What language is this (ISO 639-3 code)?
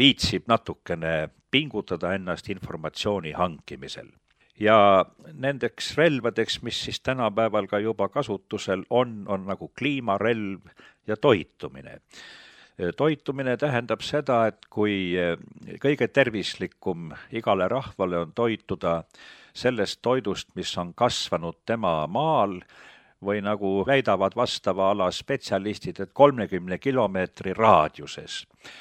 est